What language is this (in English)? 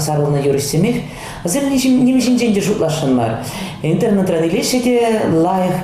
Chuvash